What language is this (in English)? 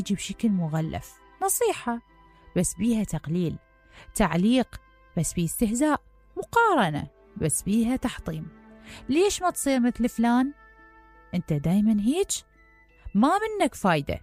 Mesopotamian Arabic